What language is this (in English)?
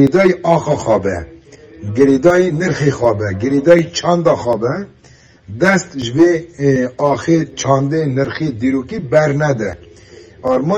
Kurdish